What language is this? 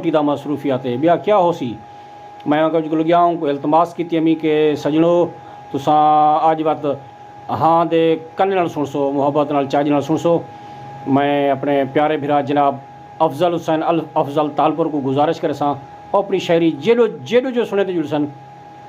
Saraiki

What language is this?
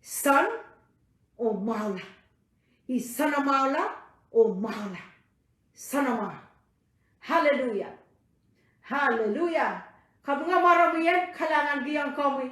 Pohnpeian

